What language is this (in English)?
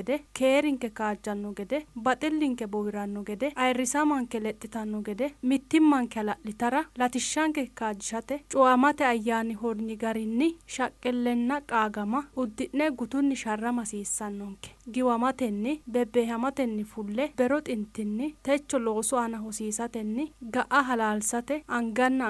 Sidamo